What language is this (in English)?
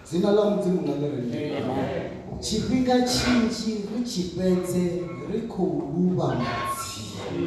Venda